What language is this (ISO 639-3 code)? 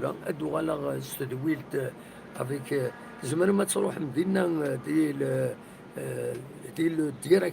kab